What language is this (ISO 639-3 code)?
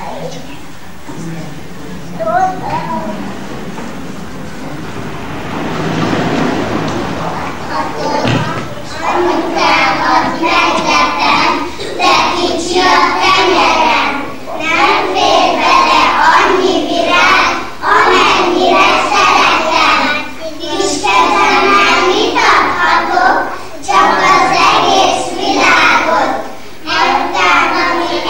hun